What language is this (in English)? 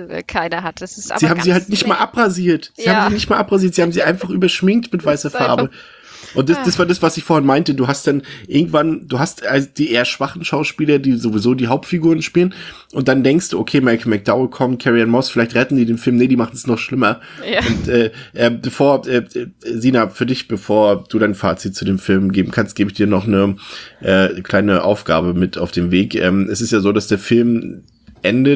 German